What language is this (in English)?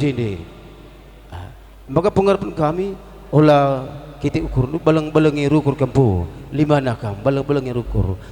Batak Karo